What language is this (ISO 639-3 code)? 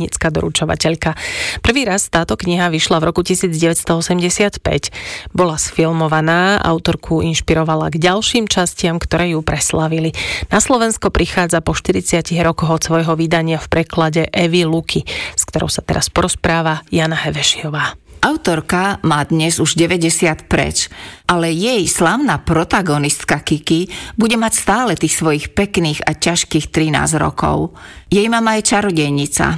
slk